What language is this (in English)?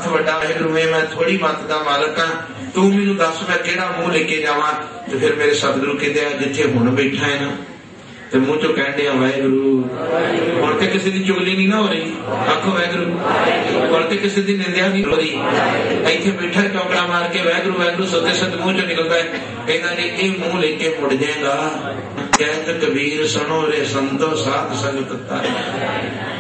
Punjabi